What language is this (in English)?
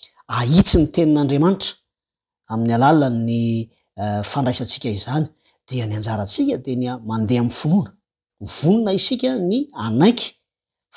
Malagasy